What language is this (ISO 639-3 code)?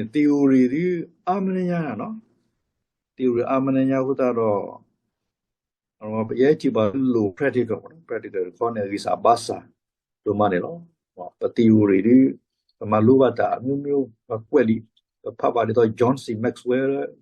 ksw